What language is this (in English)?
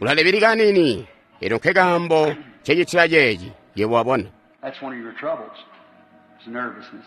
Tonga (Zambia)